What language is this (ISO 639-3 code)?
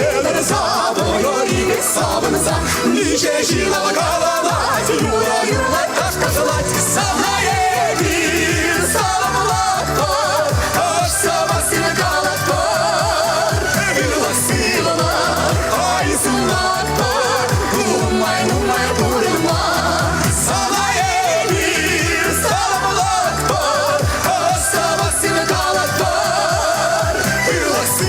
chv